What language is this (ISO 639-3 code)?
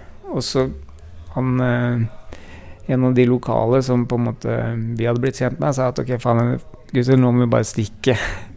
nor